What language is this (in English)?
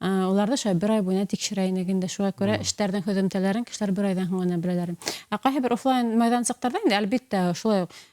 Bashkir